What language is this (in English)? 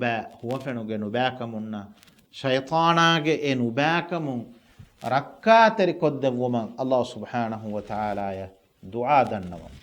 Divehi